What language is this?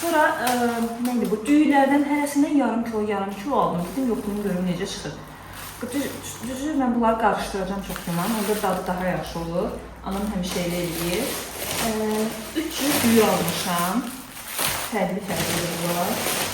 Azerbaijani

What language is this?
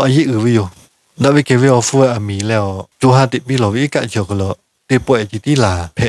Lahu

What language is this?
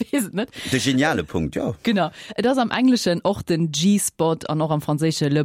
Luxembourgish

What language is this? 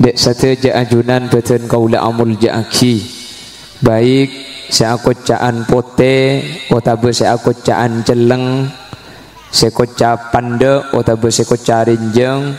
Madurese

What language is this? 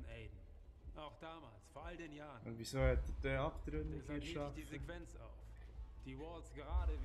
Swiss German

